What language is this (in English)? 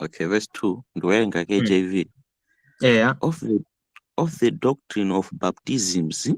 Nyanja